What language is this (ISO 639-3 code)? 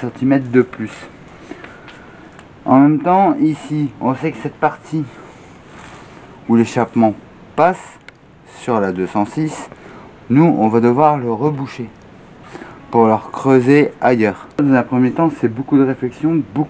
fra